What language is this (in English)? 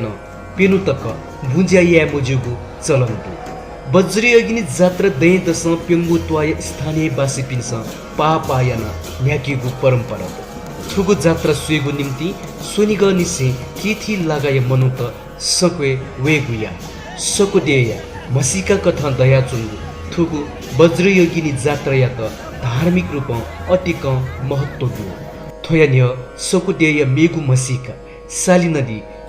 Newari